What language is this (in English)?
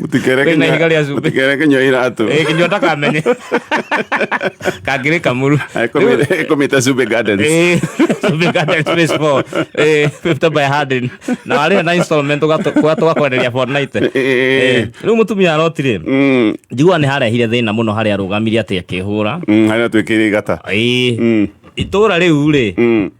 Kikuyu